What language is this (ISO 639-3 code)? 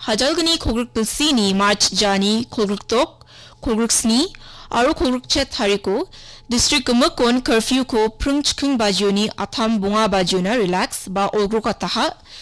grt